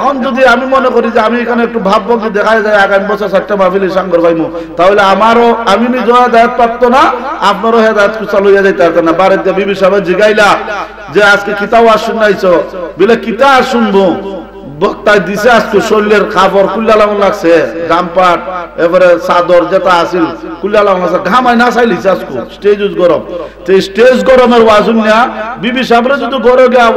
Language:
Bangla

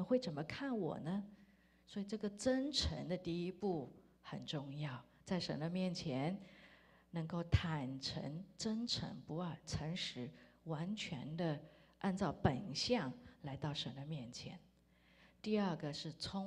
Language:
Chinese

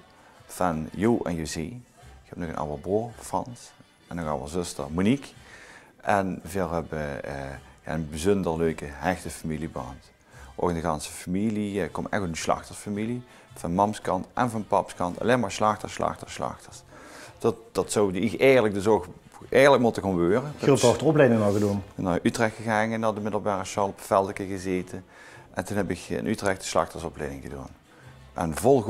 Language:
Limburgish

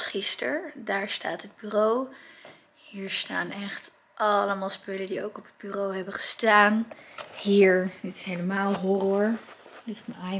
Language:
Dutch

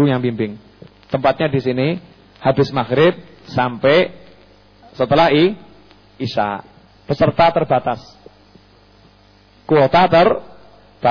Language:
Indonesian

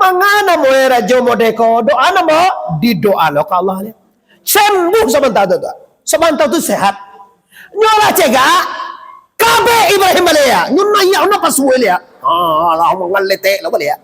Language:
Minangkabau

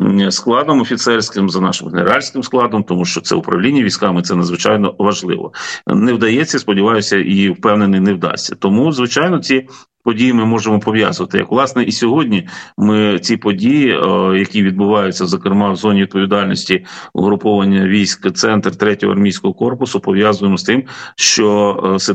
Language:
Ukrainian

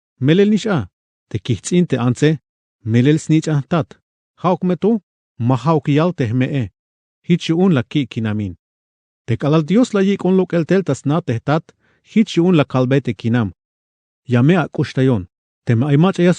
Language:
Tzeltal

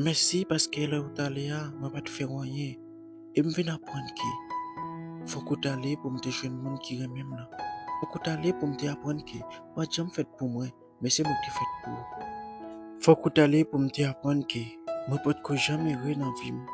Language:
Haitian Creole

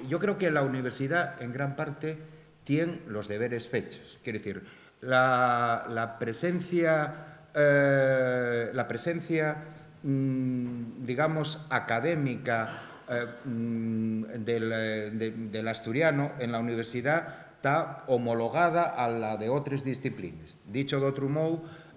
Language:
Asturian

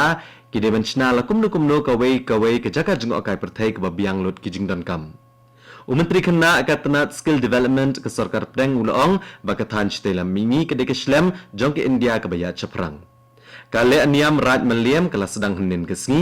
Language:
Khasi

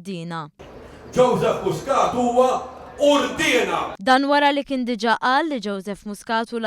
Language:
Maltese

